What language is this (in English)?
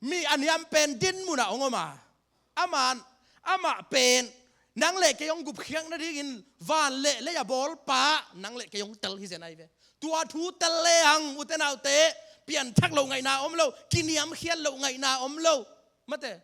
Tedim Chin